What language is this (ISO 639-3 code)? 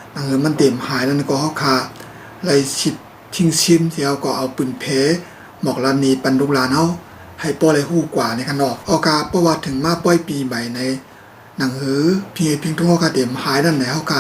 shn